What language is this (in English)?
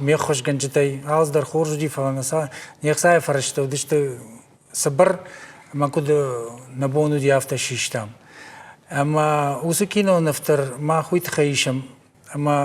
Ossetic